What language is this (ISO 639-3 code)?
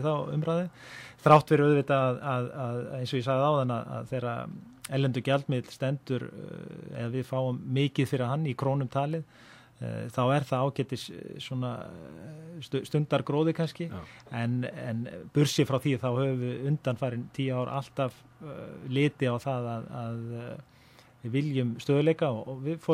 isl